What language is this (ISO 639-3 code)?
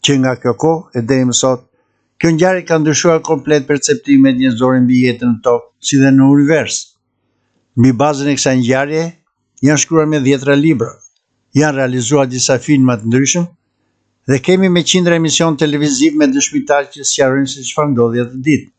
sqi